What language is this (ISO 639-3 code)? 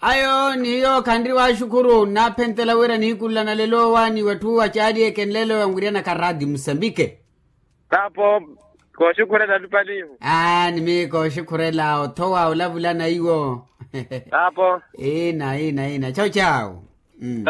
vmw